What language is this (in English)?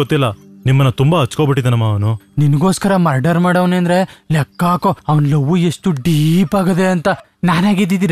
Kannada